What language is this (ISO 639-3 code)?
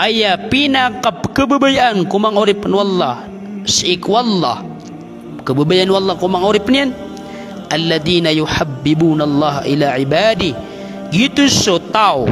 mrw